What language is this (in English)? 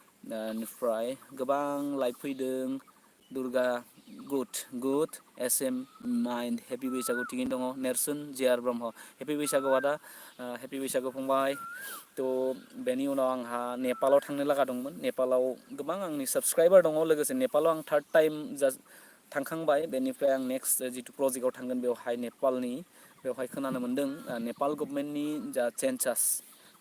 Bodo